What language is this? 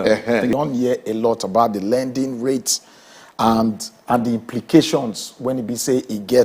Nigerian Pidgin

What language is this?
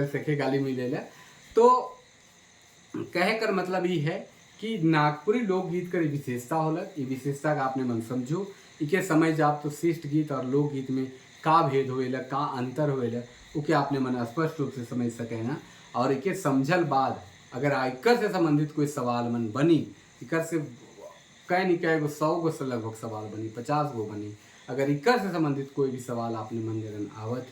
Sadri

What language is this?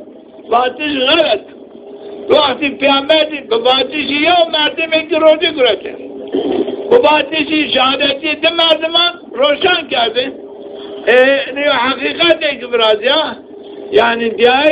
Zaza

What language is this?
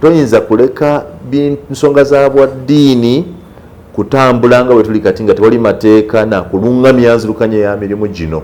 Ganda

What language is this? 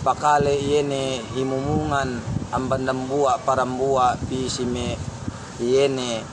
Yakan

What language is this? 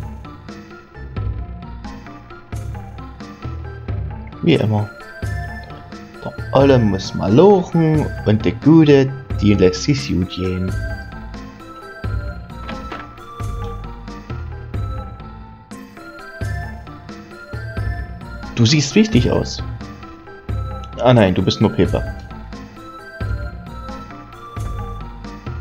German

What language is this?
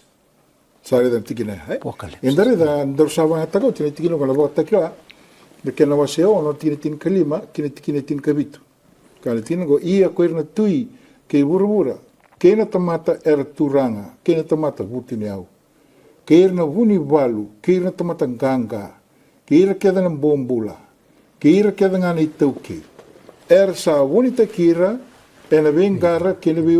Fijian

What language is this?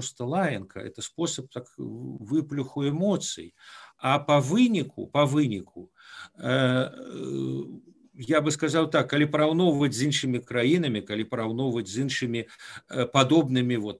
Belarusian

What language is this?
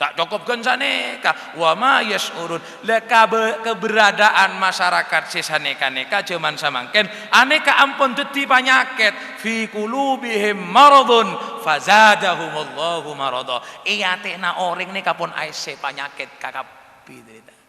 Madurese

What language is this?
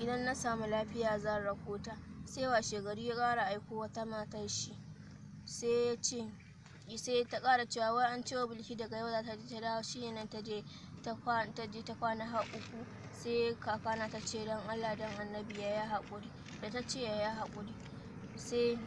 Hausa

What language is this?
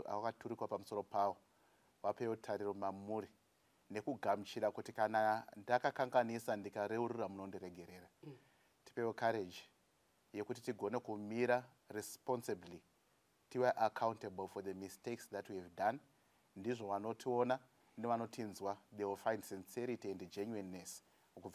Shona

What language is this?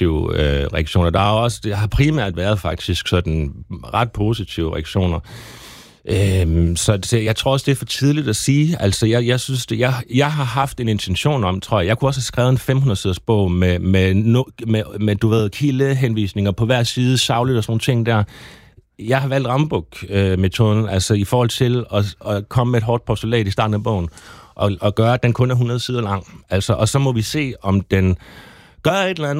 Danish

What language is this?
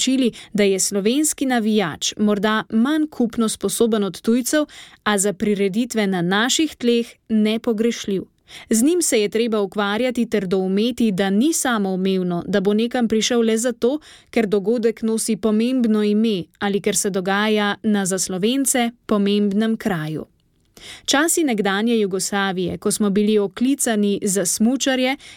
Slovenian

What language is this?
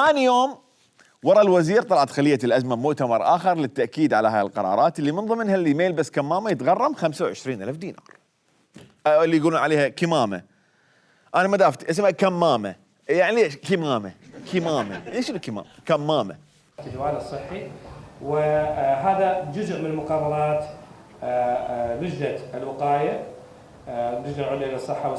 Mesopotamian Arabic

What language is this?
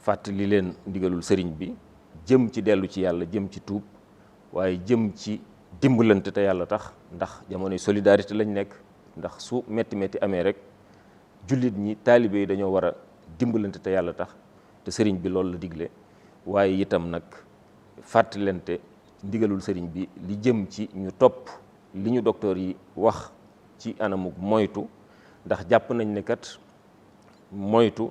Wolof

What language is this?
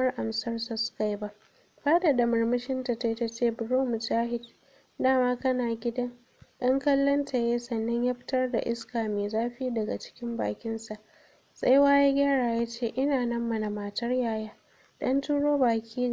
Hausa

